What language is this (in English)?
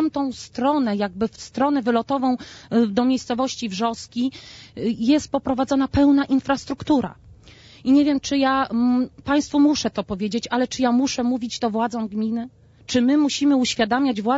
Polish